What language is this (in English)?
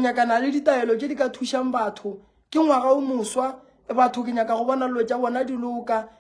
Northern Sotho